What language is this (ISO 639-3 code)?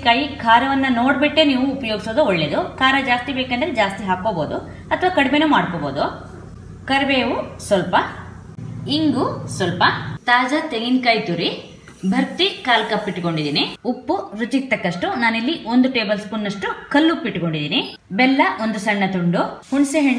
kan